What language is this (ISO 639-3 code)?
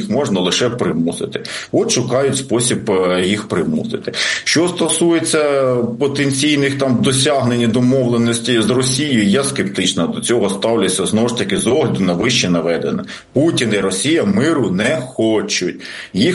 ukr